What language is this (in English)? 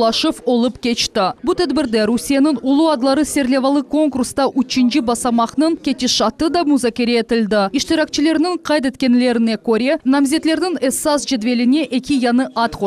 Crimean Tatar